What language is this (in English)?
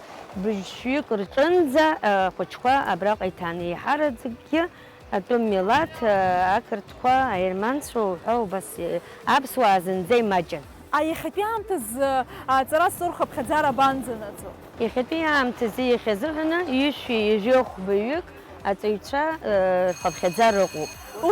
Abkhazian